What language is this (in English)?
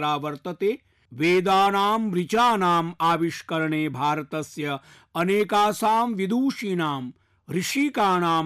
Sanskrit